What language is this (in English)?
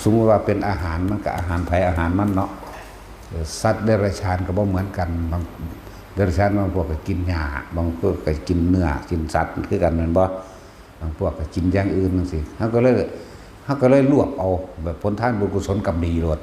Northeastern Thai